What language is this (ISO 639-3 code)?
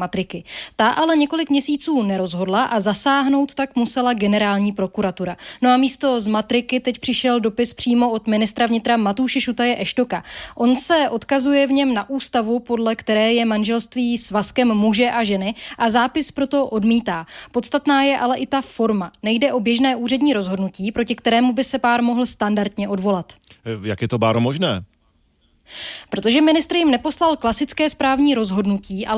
ces